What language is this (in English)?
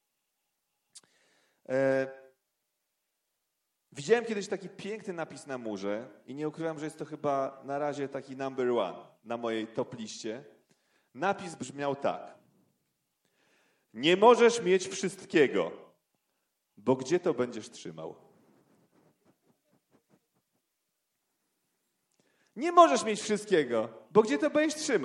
Polish